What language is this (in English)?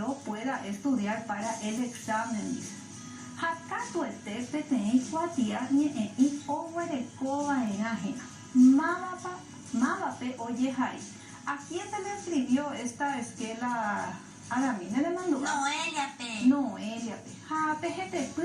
Guarani